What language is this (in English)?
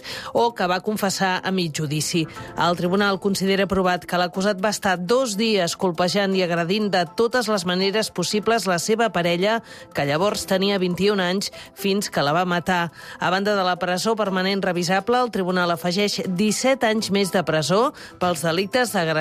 Catalan